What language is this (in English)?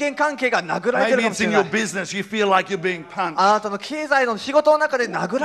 Japanese